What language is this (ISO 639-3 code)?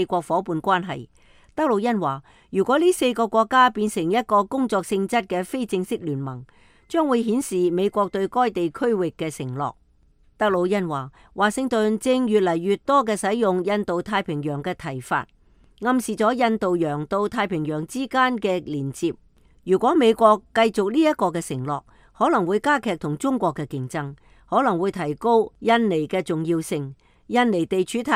yue